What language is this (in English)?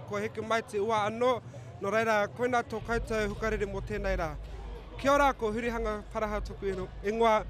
Māori